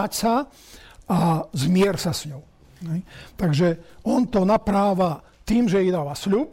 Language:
Slovak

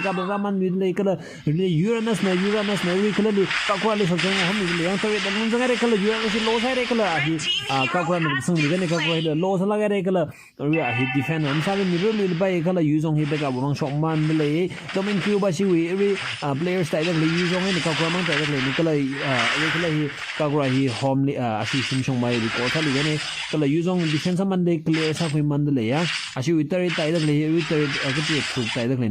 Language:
Tangkhul Naga (India)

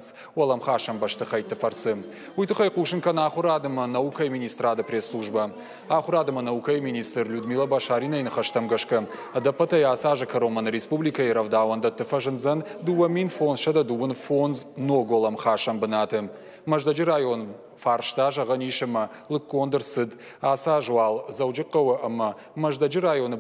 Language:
Ossetic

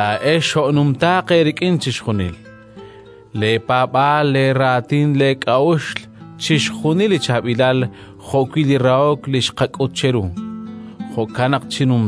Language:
Kekchí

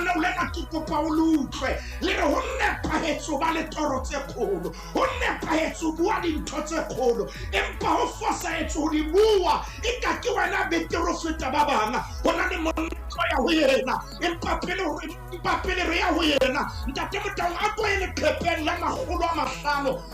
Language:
Southern Sotho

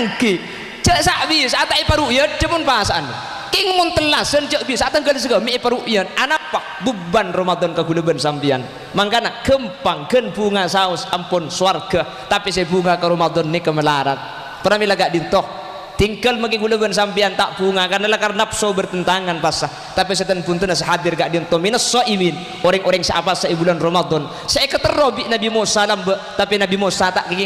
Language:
Madurese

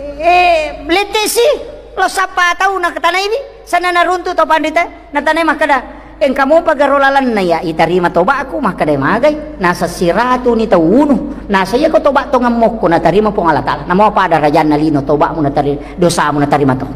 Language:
Buginese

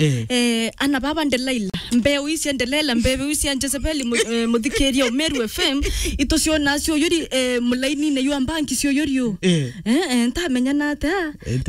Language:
Meru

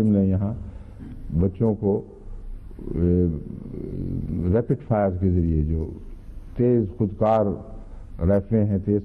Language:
Urdu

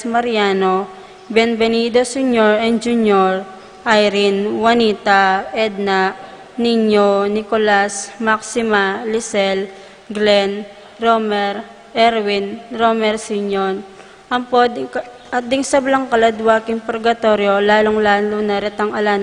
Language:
Pampanga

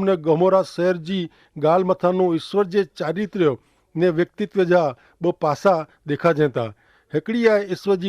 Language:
Kachhi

